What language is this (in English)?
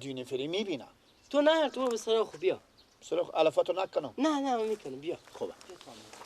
Persian